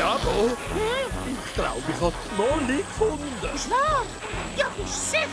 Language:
Swiss German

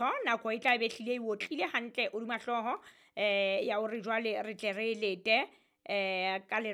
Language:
Southern Sotho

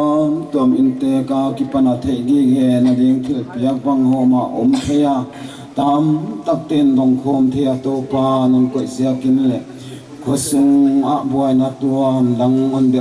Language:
Paite Chin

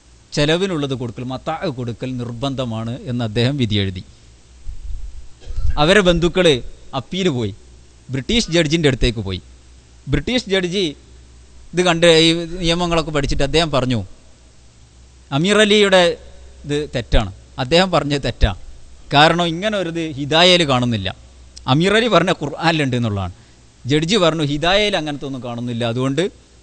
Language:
Malayalam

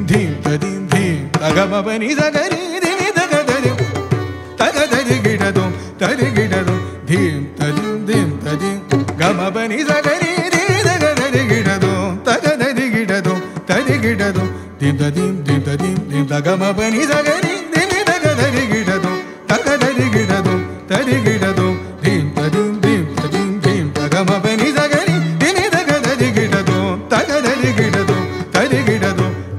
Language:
Tamil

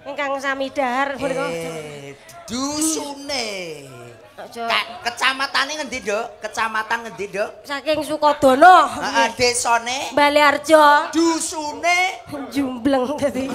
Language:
Javanese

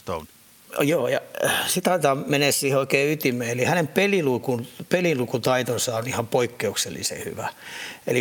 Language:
Finnish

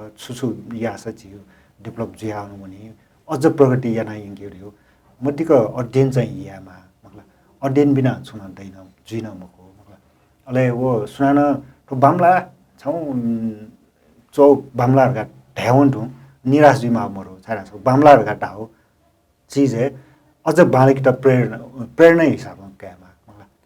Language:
Newari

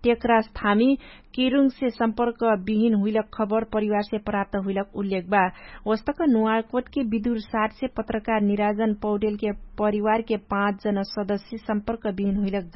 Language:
Dangaura Tharu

